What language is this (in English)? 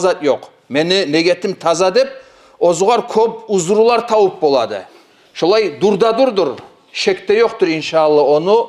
Kumyk